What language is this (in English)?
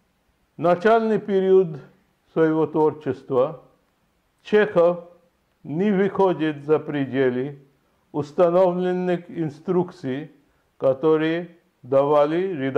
Russian